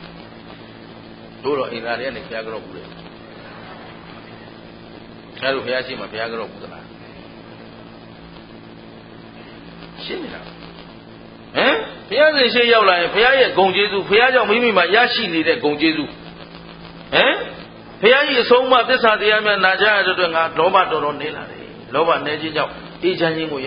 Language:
Burmese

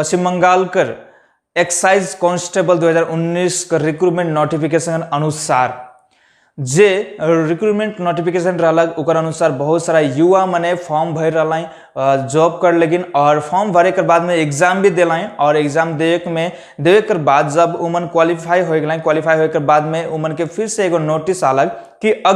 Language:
Sadri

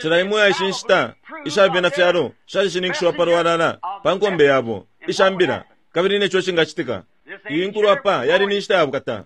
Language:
Bemba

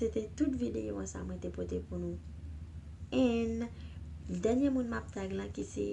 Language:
Haitian Creole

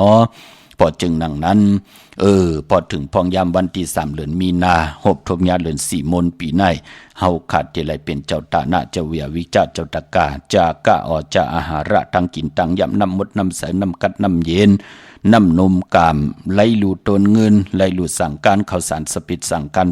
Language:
Shan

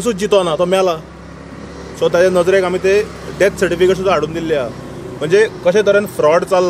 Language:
Konkani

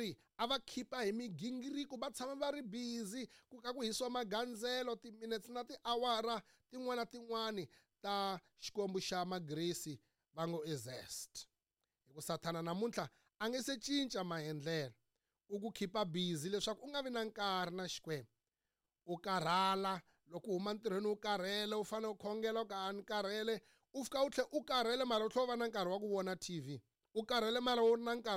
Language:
Tsonga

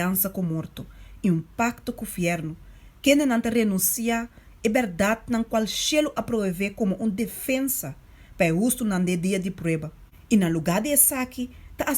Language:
Papiamento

